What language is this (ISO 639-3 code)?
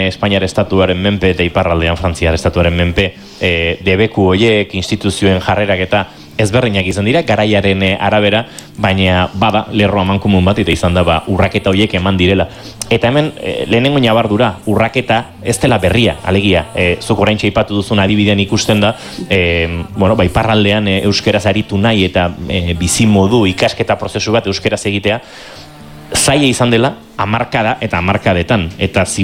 eus